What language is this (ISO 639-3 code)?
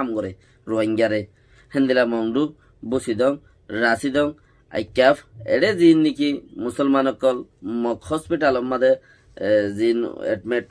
rhg